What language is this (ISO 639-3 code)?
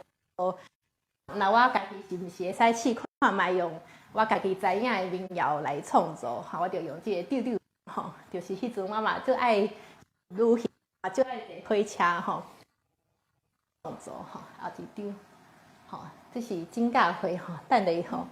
nan